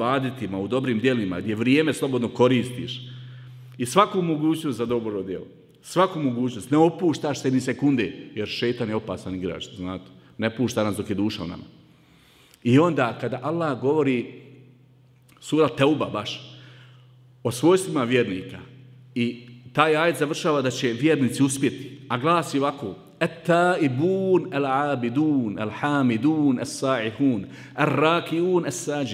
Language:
Bosnian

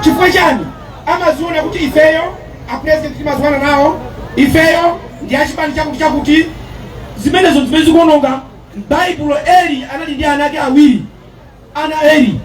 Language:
Nyanja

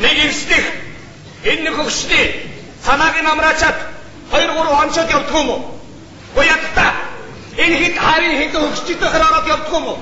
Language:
Mongolian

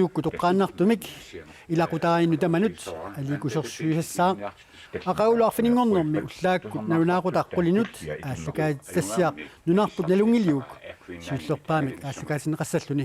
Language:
Kalaallisut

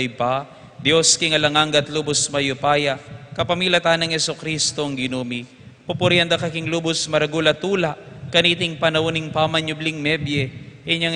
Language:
Pampanga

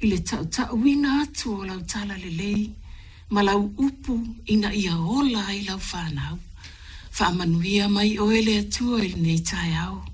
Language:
Samoan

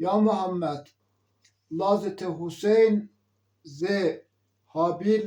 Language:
Zaza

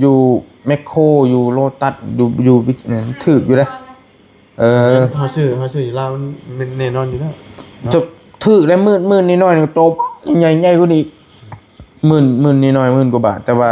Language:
Northeastern Thai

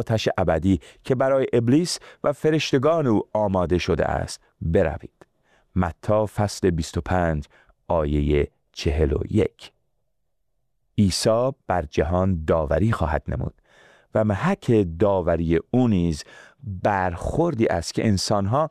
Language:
Persian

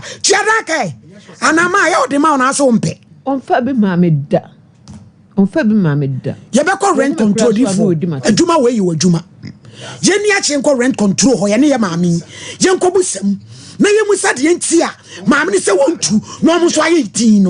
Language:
Akan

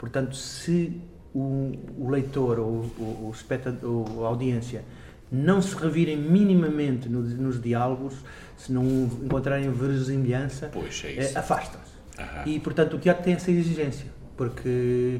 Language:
Portuguese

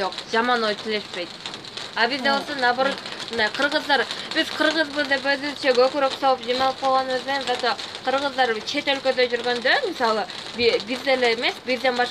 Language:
Kyrgyz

